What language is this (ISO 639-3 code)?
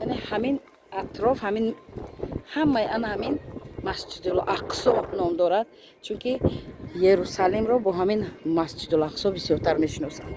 tgk